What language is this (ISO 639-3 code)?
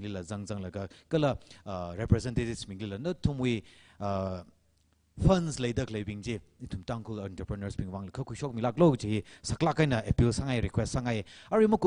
nmf